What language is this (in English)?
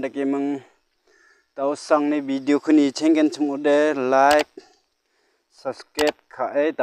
Garo